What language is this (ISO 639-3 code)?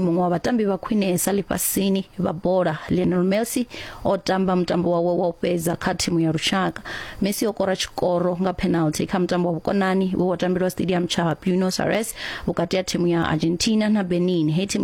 ven